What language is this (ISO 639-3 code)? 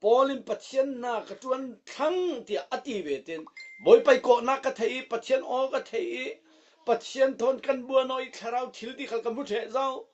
cfm